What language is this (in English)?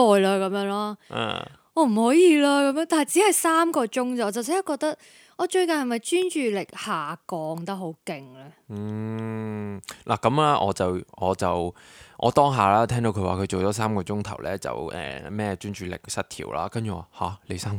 Cantonese